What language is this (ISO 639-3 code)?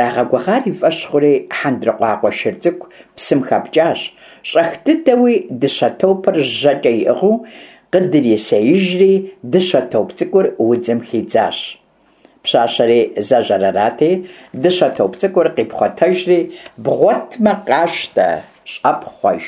kbd